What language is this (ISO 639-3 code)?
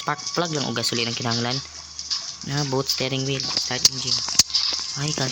ceb